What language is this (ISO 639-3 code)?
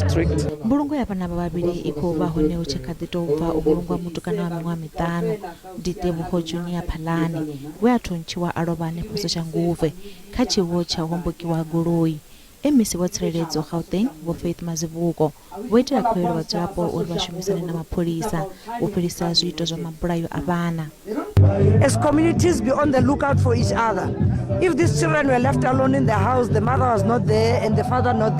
ven